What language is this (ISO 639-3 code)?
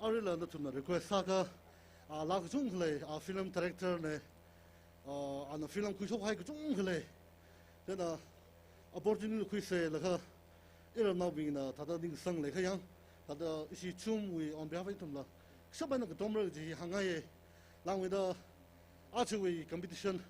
nmf